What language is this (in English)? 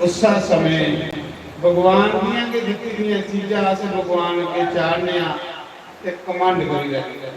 Dogri